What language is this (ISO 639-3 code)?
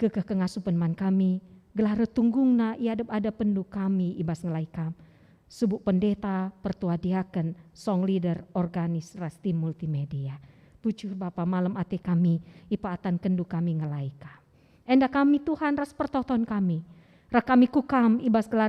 btx